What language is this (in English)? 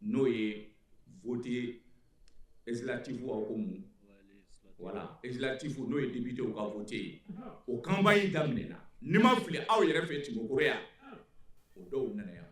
Bambara